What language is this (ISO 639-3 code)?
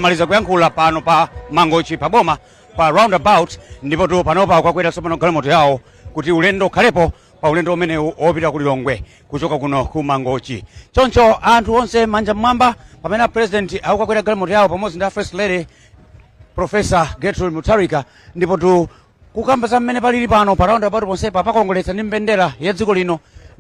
nya